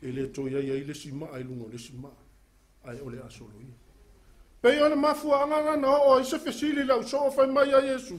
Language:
Samoan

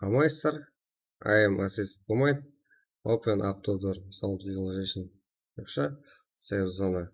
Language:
Kara-Kalpak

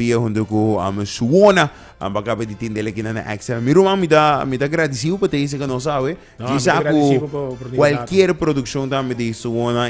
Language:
Papiamento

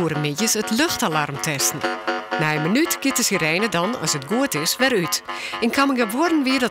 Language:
Western Frisian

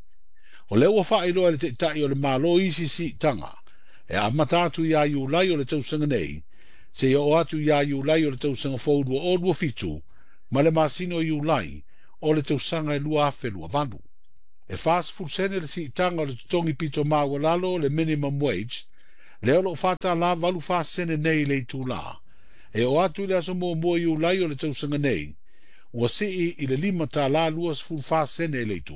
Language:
Samoan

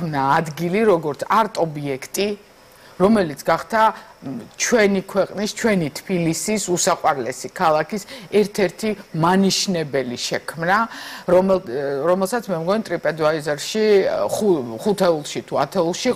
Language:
Georgian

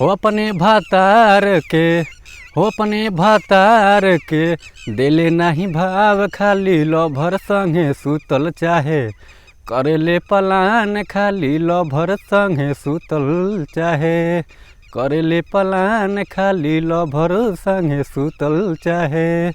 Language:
Bhojpuri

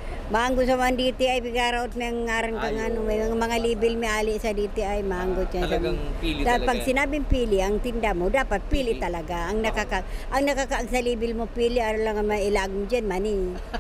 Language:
Bikol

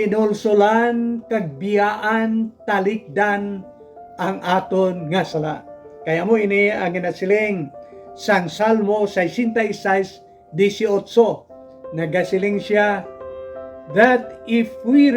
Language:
Hiligaynon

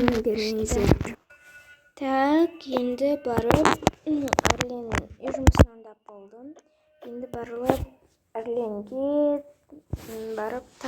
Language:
Kazakh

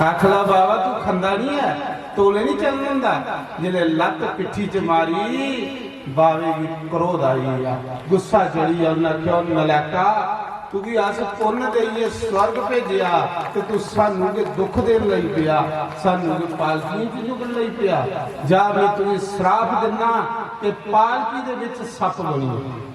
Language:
Dogri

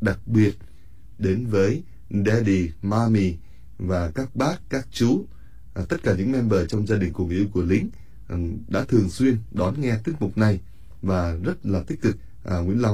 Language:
Vietnamese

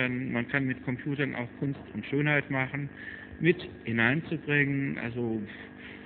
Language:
German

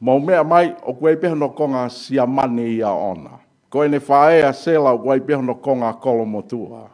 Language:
Tongan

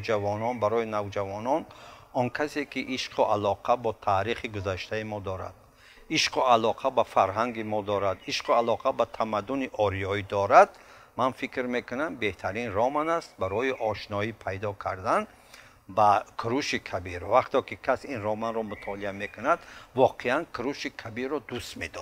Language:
Tajik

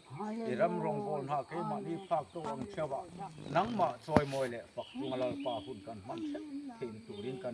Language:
Mizo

